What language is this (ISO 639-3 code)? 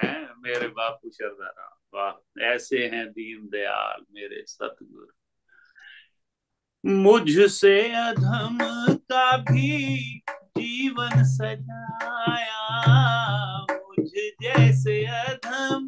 hin